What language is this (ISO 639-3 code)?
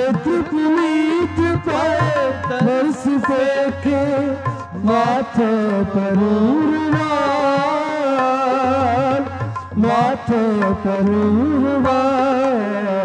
pan